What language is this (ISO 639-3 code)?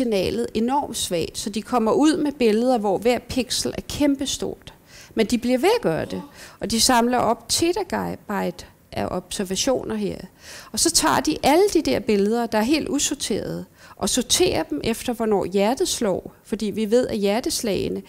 dan